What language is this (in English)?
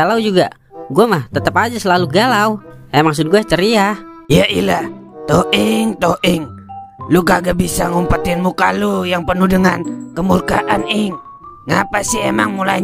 Betawi